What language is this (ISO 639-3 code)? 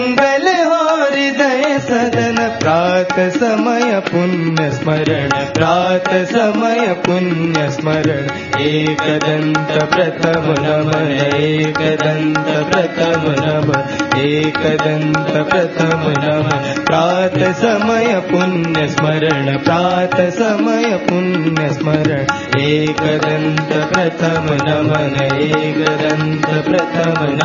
tel